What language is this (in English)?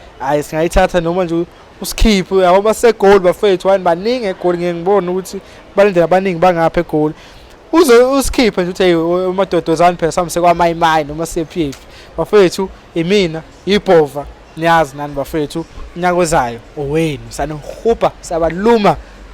Zulu